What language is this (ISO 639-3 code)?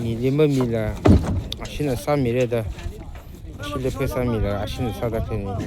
nmf